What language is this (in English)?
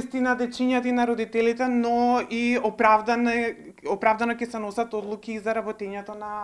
Macedonian